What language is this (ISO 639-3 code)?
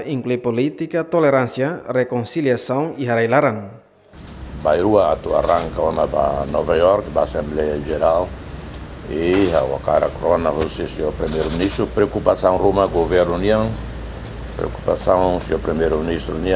tet